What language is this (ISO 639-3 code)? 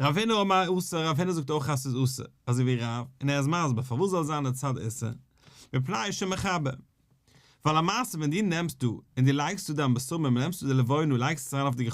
yid